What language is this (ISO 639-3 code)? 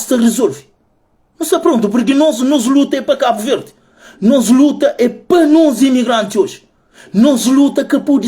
kea